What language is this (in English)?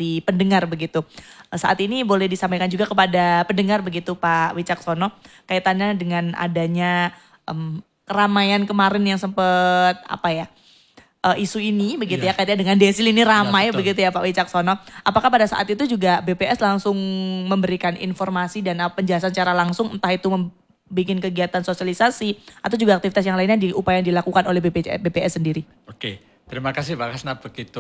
Indonesian